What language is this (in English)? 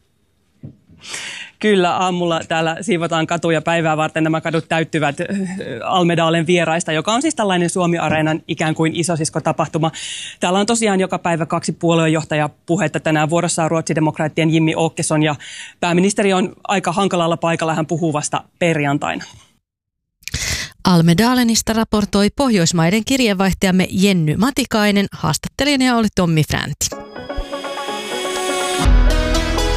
Finnish